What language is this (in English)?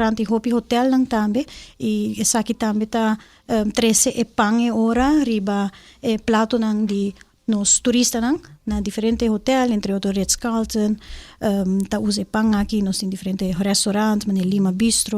Papiamento